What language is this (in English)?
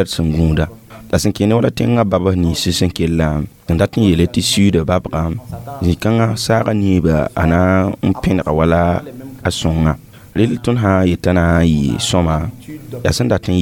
Mossi